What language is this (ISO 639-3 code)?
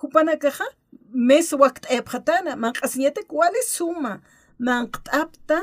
aym